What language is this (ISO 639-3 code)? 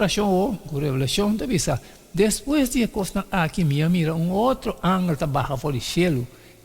pap